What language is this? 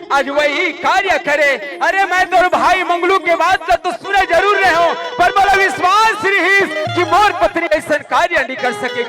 Chhattisgarhi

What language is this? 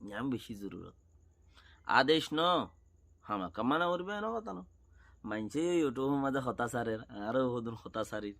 Rohingya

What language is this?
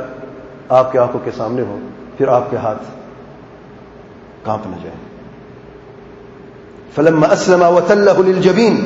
Urdu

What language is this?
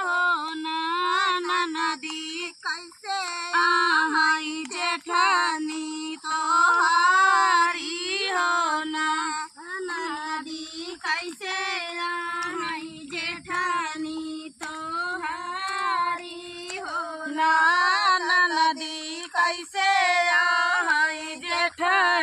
Bhojpuri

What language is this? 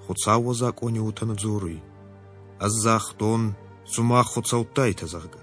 Ossetic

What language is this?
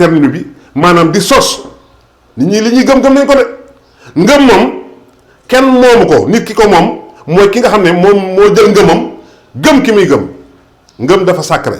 Wolof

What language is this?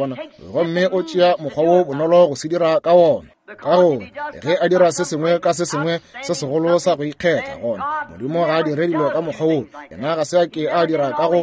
Northern Sotho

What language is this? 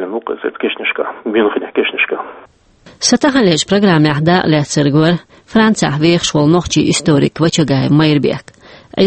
Chechen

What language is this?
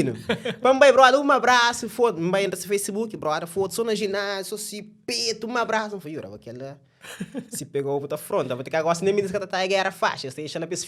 Kabuverdianu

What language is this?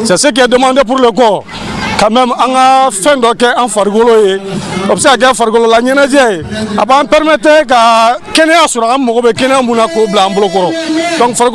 Bambara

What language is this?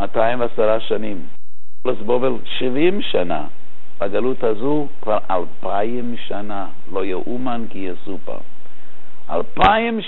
Hebrew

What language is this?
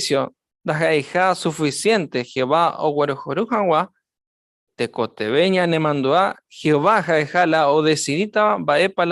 Guarani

